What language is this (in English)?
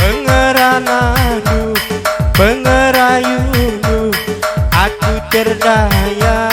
Batak Karo